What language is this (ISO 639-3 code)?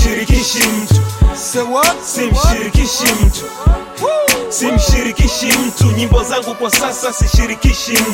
swa